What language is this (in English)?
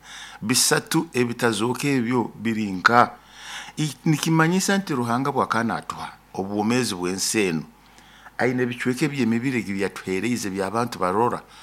Nyoro